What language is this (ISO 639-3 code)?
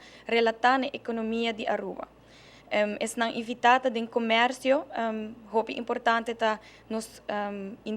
pap